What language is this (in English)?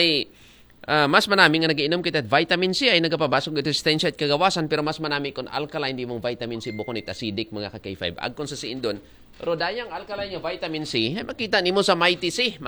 Aklanon